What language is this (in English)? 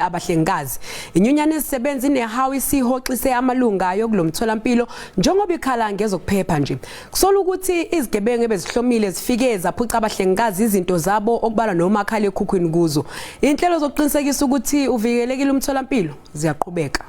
Zulu